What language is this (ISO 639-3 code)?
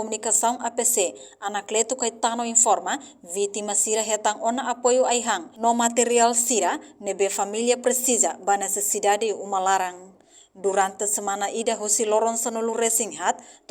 tet